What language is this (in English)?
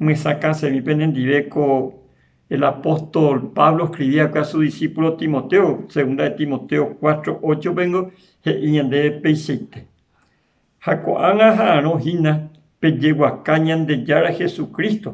Guarani